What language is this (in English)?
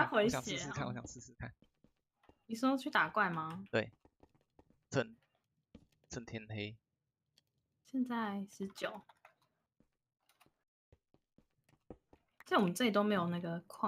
Chinese